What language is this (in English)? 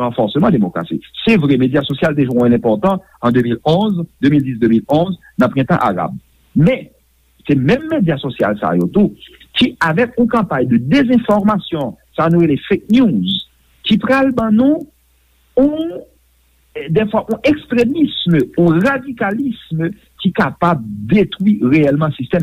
Haitian Creole